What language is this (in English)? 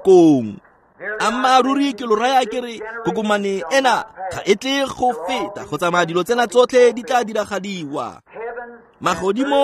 Tswana